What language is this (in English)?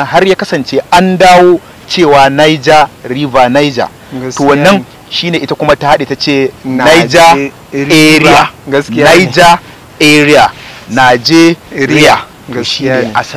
Hausa